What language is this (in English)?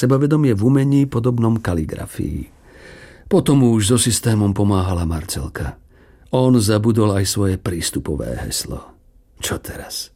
Slovak